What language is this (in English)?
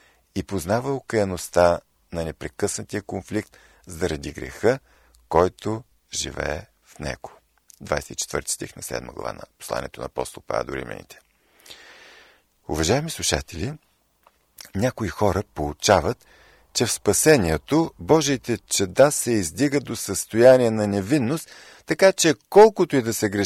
Bulgarian